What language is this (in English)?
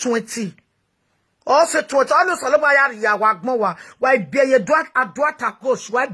Nigerian Pidgin